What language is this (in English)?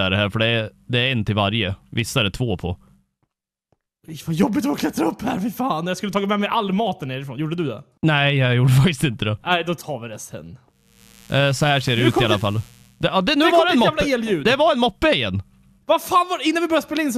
Swedish